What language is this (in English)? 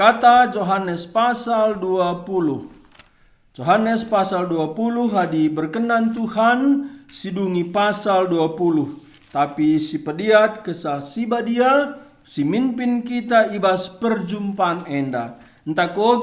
Batak Karo